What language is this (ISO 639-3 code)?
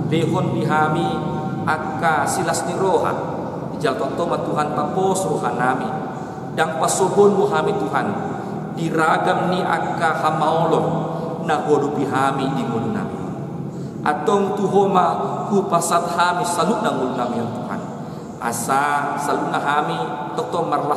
bbc